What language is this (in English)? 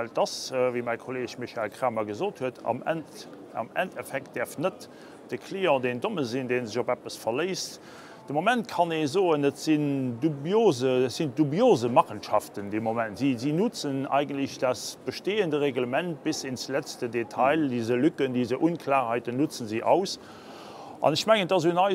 Luxembourgish